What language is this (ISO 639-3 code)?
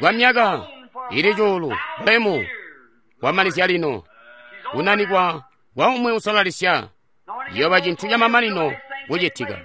toi